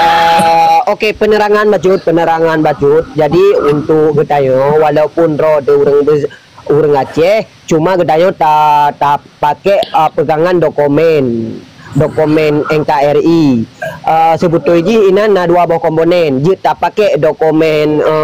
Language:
Achinese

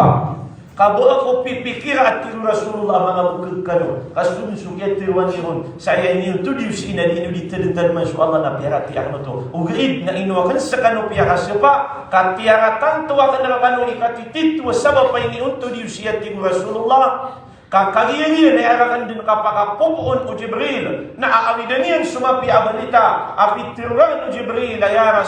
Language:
Maranao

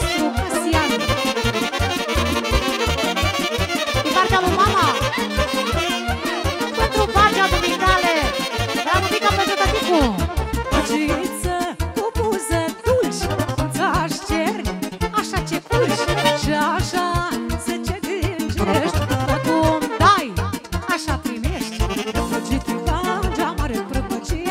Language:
Romanian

